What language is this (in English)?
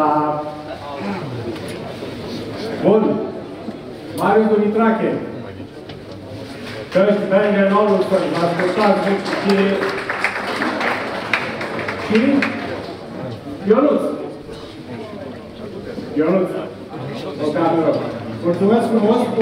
Romanian